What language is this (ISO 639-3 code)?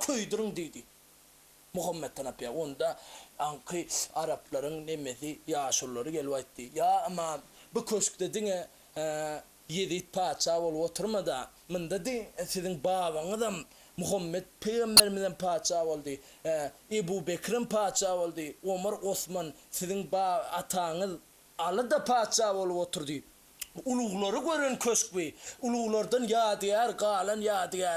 tuk